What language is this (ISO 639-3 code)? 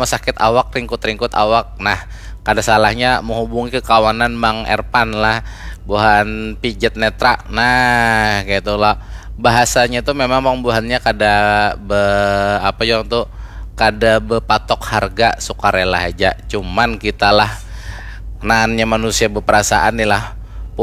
bjn